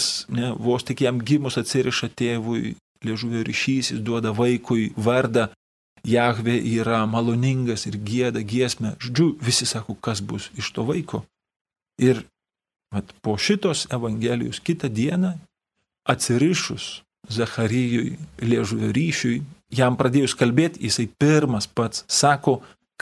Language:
Lithuanian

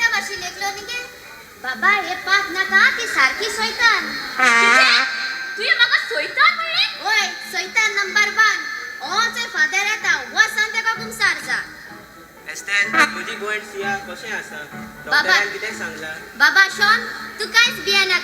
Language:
Konkani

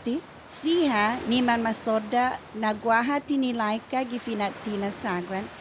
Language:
Chamorro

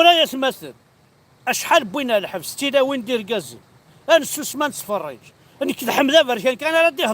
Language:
Kabyle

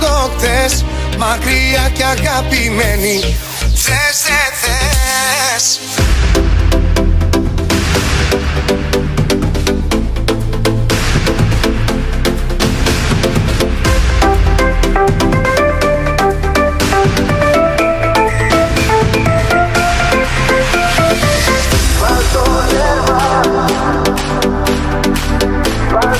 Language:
Greek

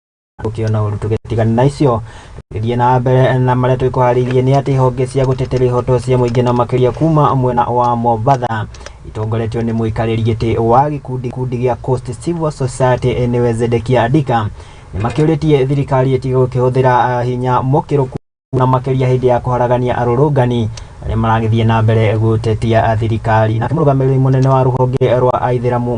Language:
Kikuyu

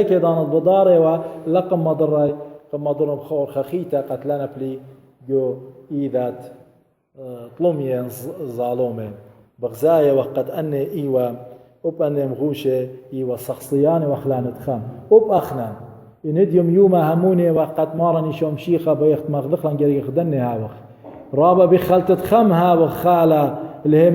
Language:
Assyrian Neo-Aramaic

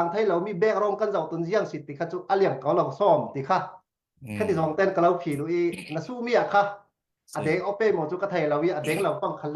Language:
Falam Chin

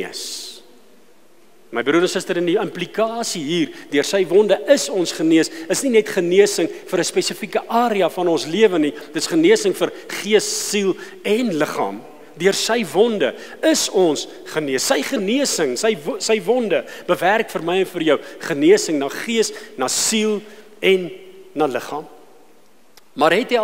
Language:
Afrikaans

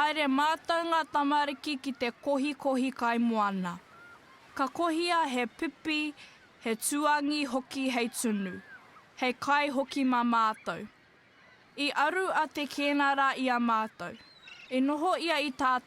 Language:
Māori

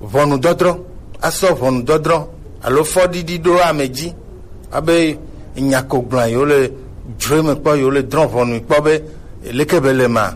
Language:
Gen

